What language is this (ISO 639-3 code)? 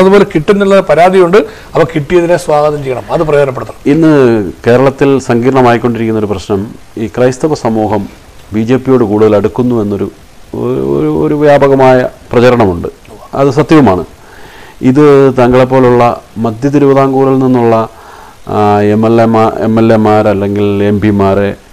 mal